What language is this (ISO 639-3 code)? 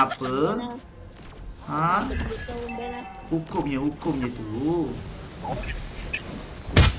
msa